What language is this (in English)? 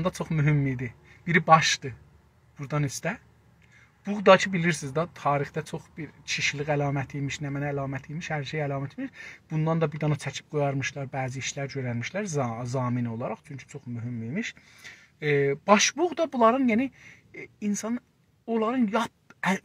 South Azerbaijani